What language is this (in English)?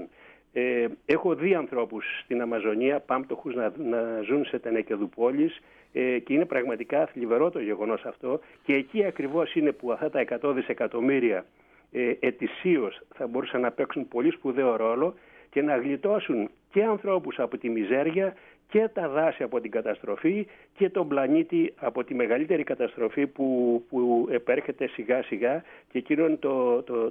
Greek